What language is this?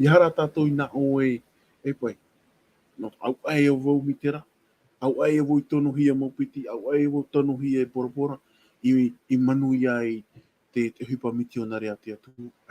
Tahitian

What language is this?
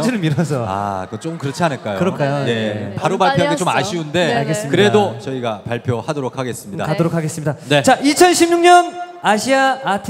Korean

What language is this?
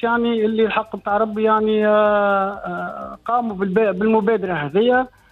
Tunisian Arabic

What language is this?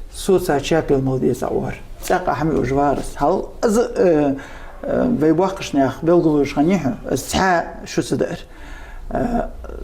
Ingush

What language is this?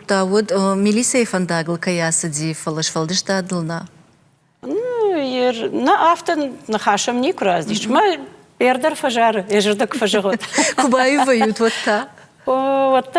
Ossetic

